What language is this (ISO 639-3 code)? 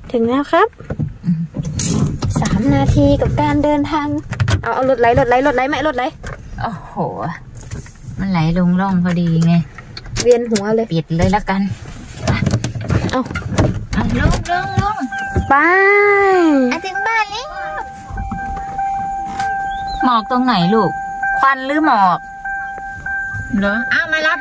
tha